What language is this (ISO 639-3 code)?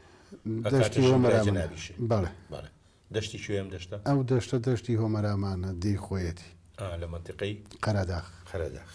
ckb